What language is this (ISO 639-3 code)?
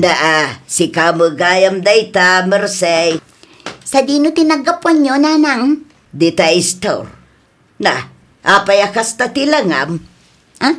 ilo